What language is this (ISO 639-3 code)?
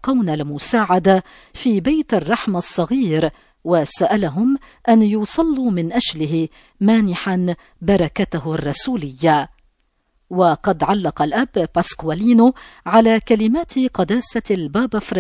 ara